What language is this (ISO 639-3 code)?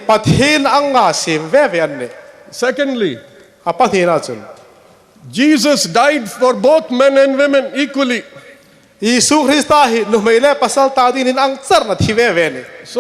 hmr